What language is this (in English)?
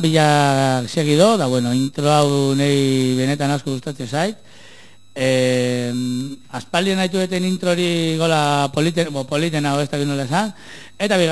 Basque